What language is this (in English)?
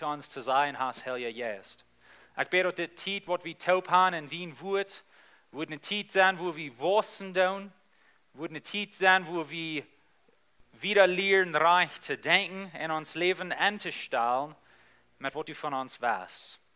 Plautdietsch